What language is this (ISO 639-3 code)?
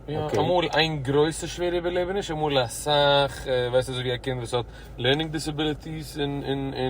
yid